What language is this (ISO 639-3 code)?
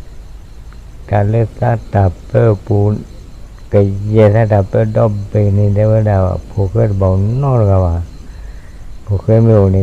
ksw